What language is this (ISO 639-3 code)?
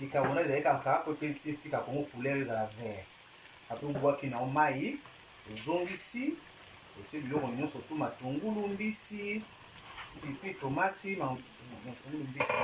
lin